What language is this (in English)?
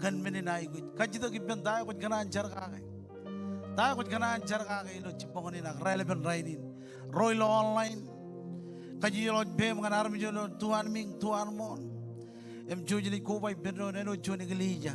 Marshallese